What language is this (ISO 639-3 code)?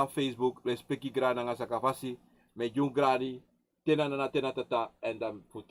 srn